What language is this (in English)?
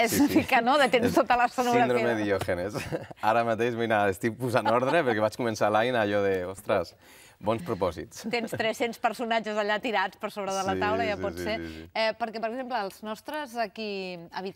Catalan